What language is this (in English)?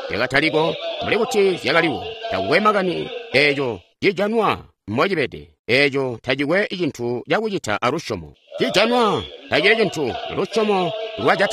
Tonga (Zambia)